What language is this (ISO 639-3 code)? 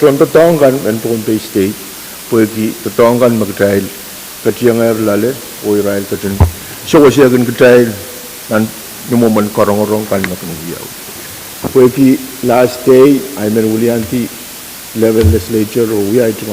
pon